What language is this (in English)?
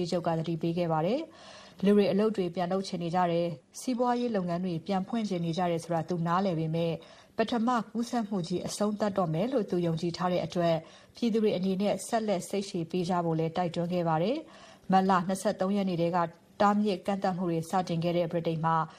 Burmese